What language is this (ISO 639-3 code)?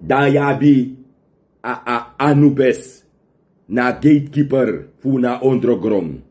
srn